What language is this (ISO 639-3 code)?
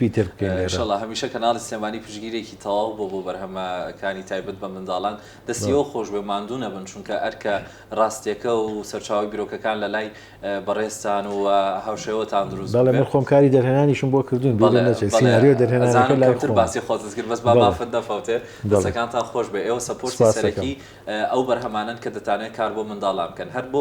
ckb